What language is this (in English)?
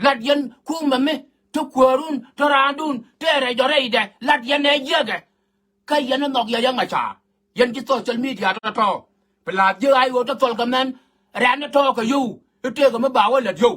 Nuer